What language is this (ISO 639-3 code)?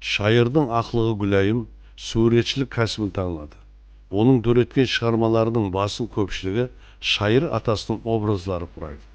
kaa